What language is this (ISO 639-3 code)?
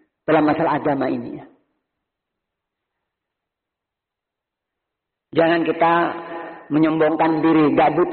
ind